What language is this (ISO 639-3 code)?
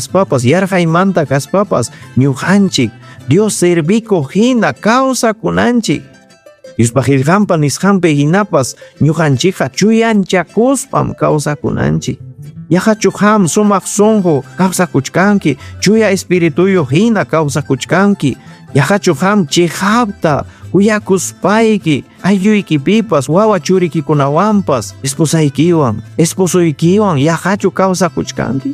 quy